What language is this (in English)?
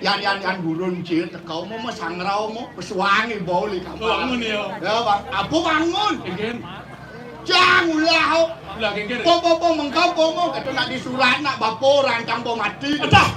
Balinese